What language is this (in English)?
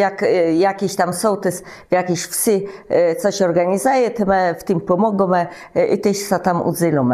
Kashubian